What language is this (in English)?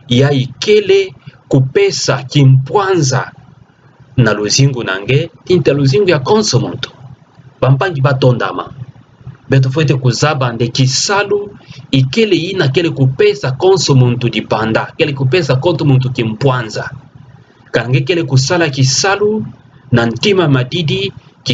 Kituba (Democratic Republic of Congo)